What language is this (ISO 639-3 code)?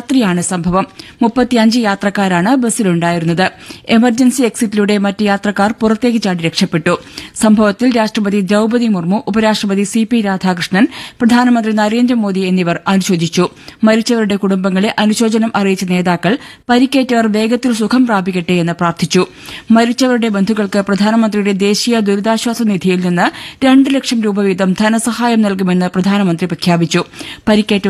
mal